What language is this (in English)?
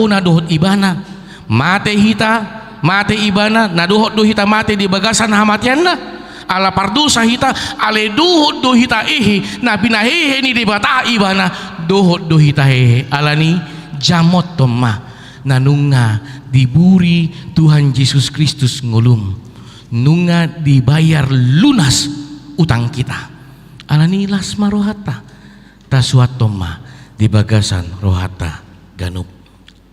Batak Toba